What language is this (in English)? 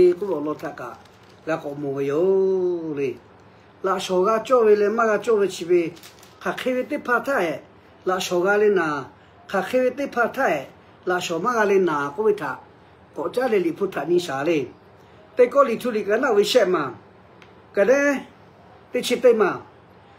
Lahu